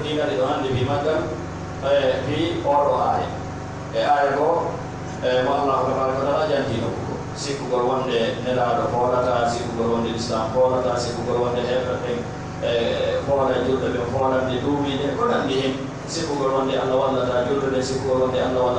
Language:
Pular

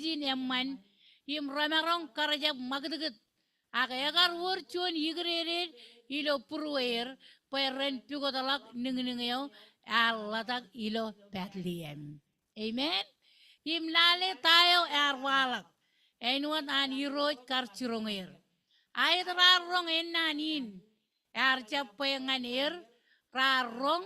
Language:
Marshallese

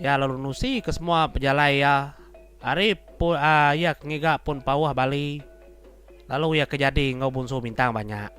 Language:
Iban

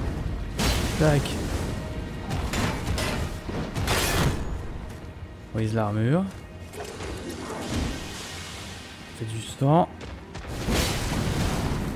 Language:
French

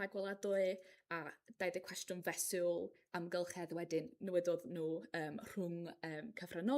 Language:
Welsh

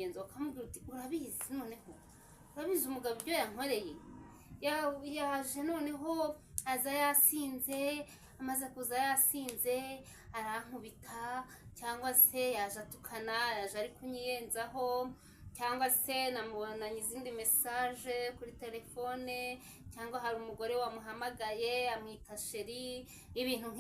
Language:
Kinyarwanda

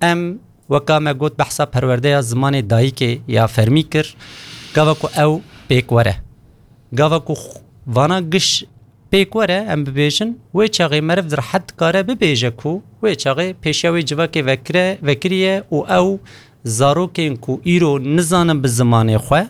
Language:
Kurdish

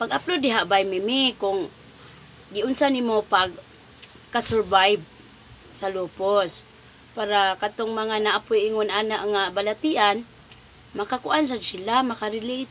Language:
Cebuano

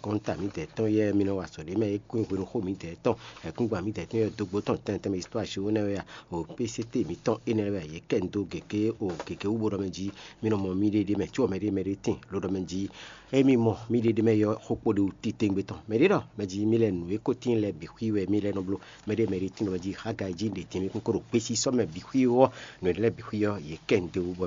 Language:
Fon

